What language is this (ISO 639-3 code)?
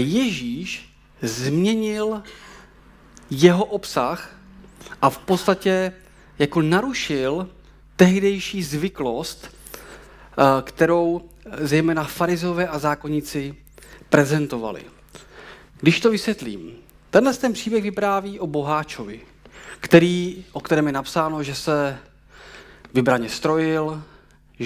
ces